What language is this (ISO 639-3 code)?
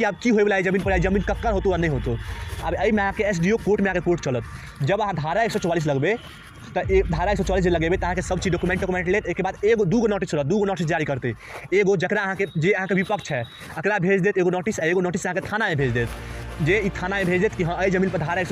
mai